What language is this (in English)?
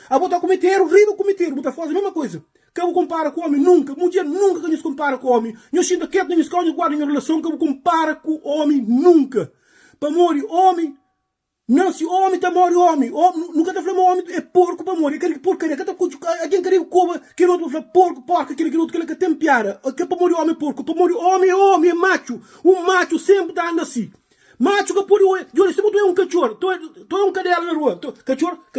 Kabuverdianu